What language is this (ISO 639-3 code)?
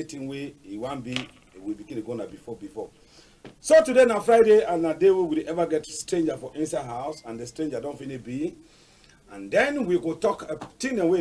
wes